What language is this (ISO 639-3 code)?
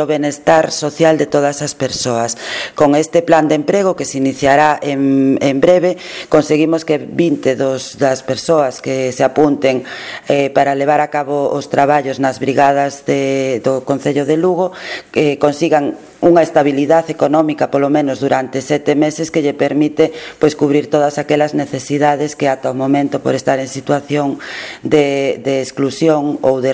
glg